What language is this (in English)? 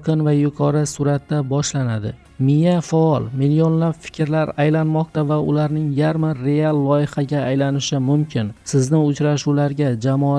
Uzbek